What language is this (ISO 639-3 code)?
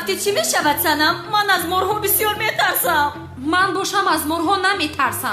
tgk